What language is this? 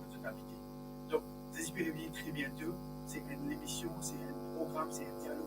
Morisyen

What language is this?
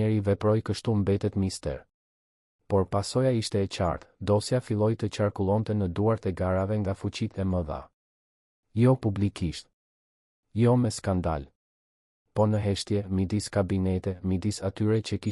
Albanian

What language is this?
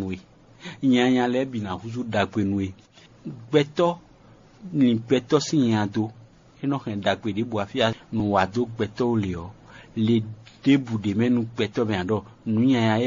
Fon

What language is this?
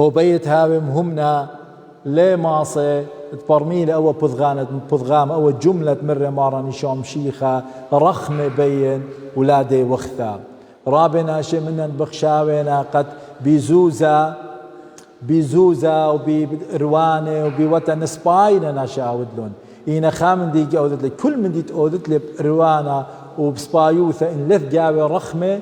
Assyrian Neo-Aramaic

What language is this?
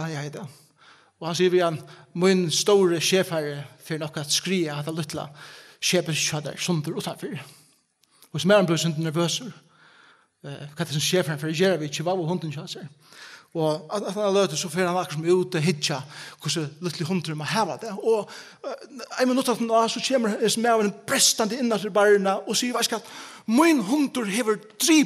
Faroese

